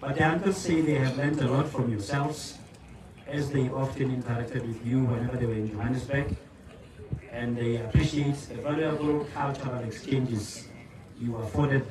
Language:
Tswana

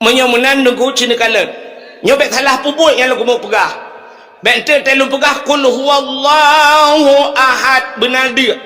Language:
Achinese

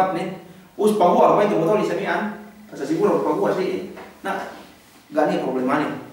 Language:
Yakan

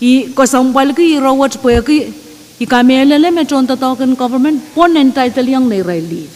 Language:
Pohnpeian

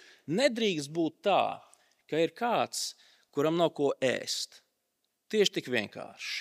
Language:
Latvian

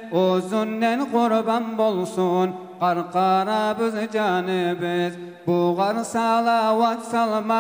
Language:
Kumyk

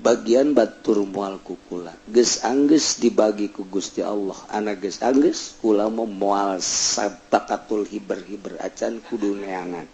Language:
Sundanese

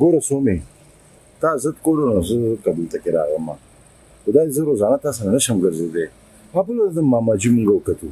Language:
Pashto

